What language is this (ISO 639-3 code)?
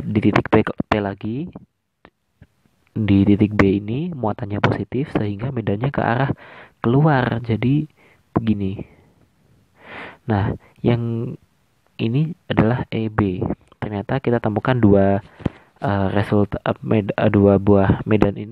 ind